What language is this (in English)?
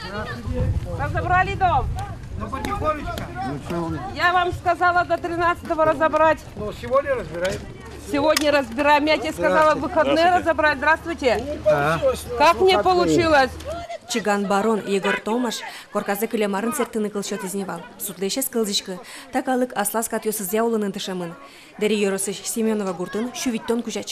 Udmurt